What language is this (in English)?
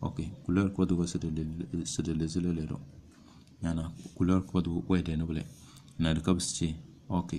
Tem